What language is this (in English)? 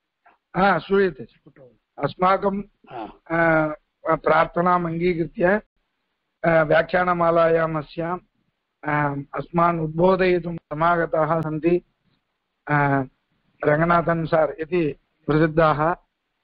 Sanskrit